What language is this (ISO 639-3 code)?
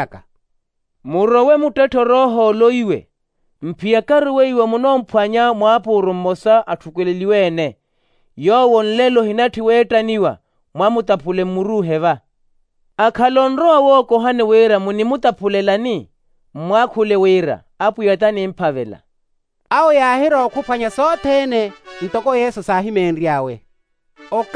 vmw